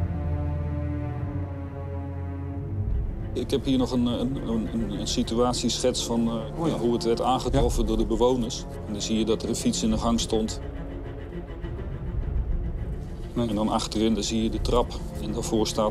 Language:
Dutch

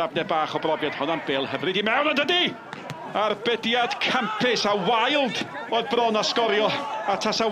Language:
Welsh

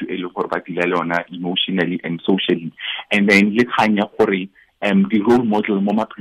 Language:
Tswana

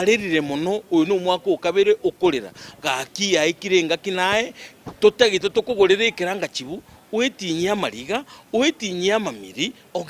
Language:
Gusii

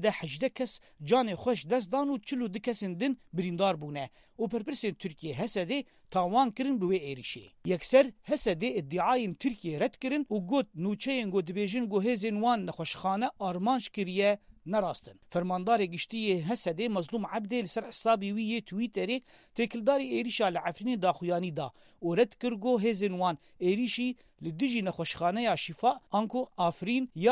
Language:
Kurdish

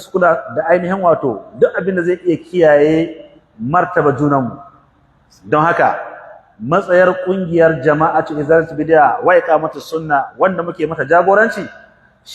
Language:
Hausa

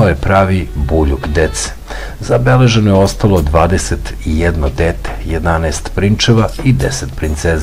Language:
Serbian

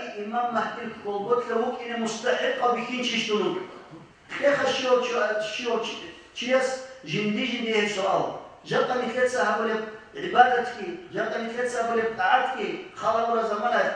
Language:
Avaric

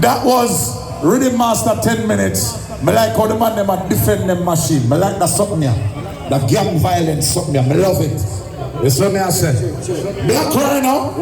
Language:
Jamaican Creole English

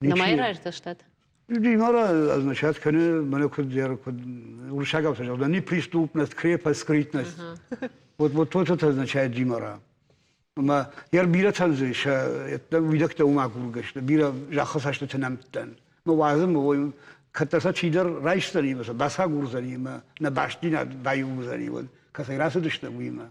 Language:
Ossetic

